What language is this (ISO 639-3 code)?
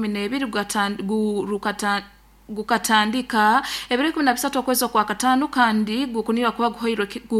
nyo